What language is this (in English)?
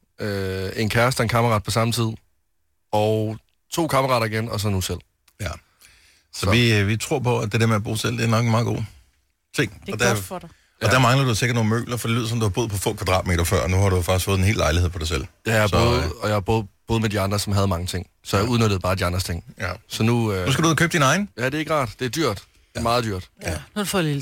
Danish